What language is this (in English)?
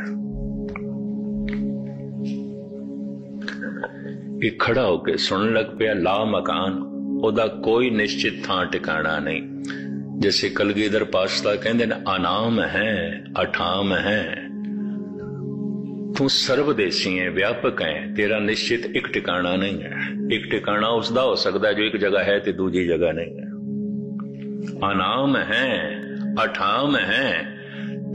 Punjabi